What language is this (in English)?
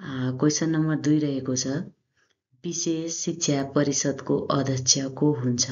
Nepali